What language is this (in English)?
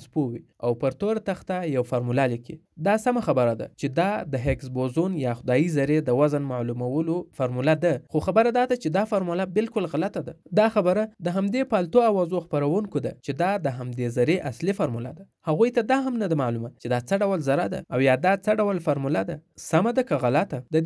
Pashto